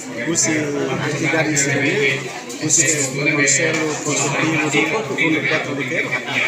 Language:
Tetum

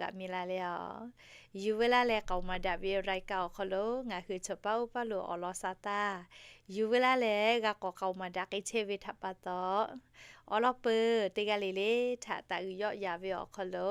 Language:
Lahu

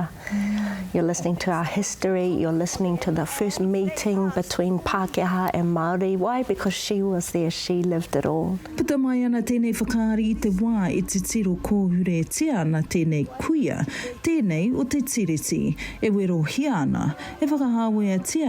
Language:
Māori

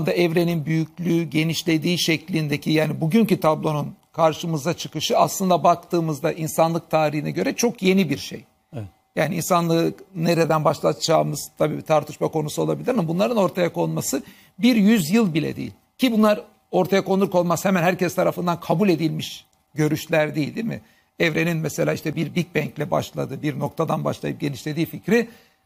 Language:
Turkish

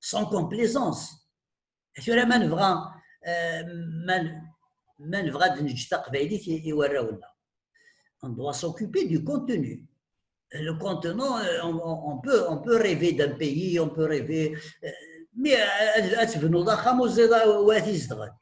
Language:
Kabyle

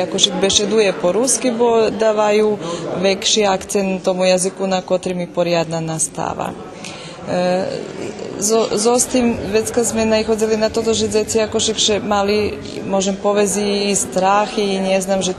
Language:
Rusyn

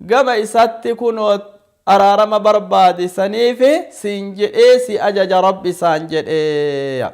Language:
Oromo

